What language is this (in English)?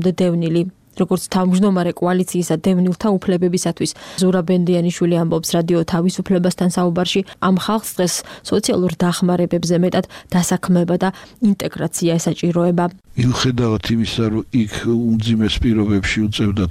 Georgian